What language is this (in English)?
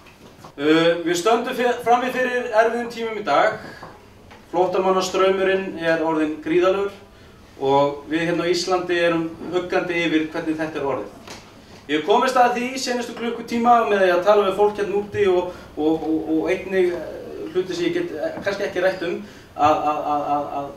Icelandic